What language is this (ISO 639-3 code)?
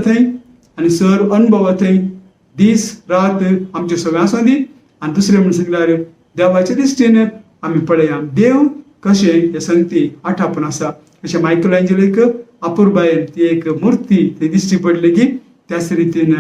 kok